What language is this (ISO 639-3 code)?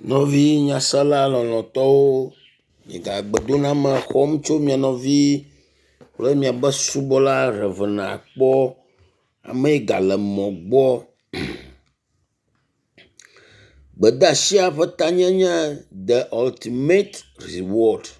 ewe